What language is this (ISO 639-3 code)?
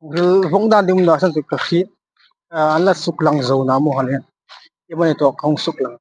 hmr